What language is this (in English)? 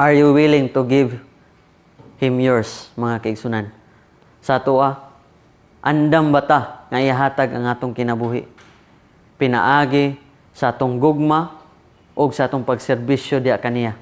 Cebuano